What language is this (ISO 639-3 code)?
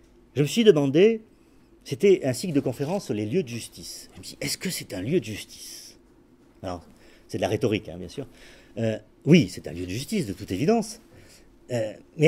fra